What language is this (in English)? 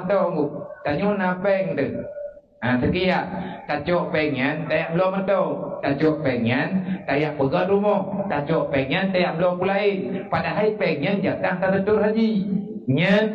Achinese